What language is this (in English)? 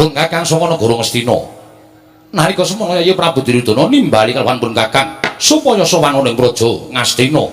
Javanese